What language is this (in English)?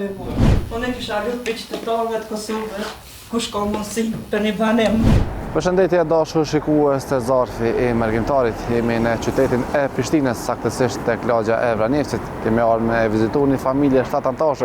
Albanian